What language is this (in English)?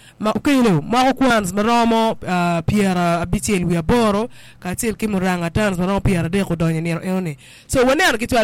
Acoli